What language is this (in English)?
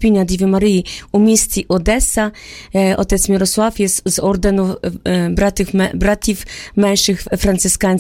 Ukrainian